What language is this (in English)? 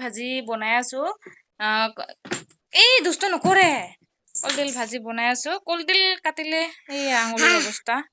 Assamese